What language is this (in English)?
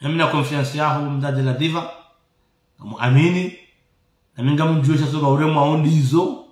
Ngazidja Comorian